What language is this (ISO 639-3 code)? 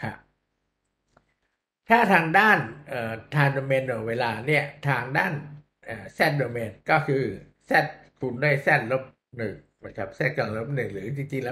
tha